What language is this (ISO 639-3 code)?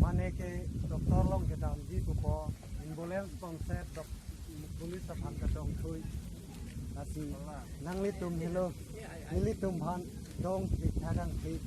mjw